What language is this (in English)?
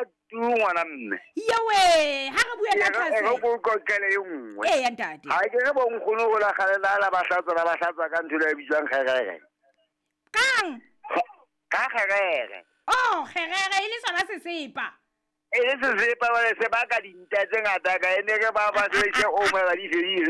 Southern Sotho